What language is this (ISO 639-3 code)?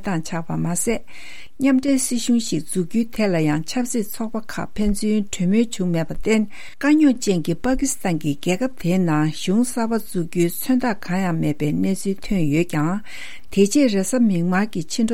bod